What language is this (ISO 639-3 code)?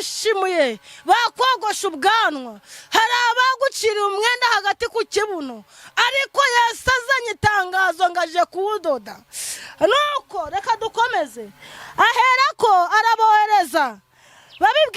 kin